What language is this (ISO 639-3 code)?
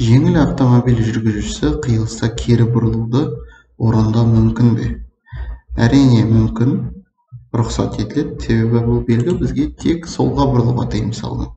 kaz